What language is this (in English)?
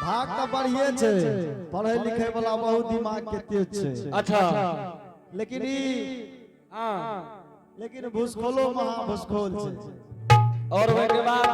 Angika